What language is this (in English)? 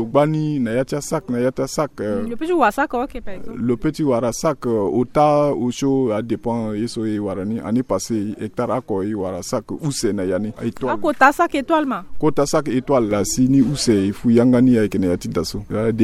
Sango